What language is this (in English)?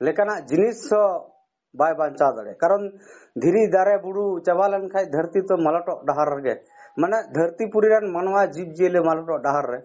Santali